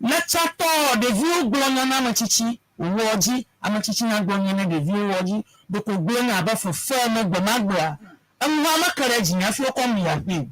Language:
Ewe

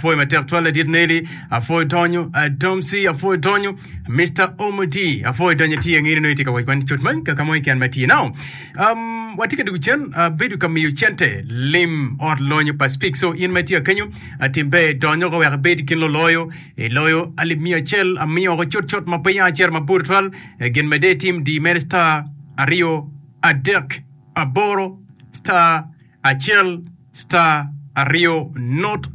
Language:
Acoli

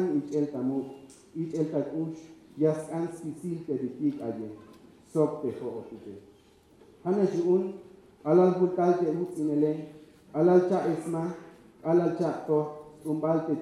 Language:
Tzeltal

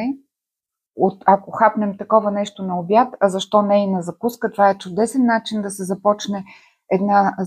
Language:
Bulgarian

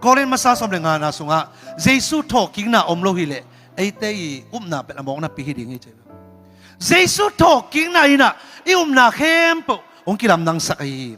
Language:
Tedim Chin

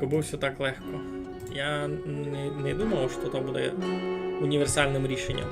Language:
Rusyn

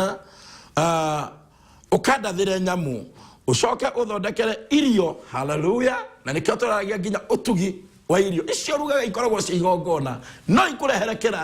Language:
Kikuyu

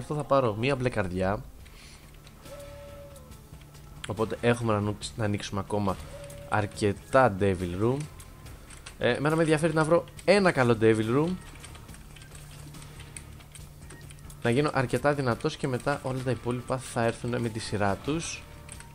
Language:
Greek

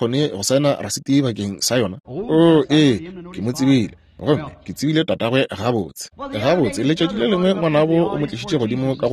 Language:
Northern Sotho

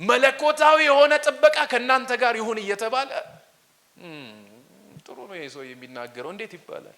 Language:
Amharic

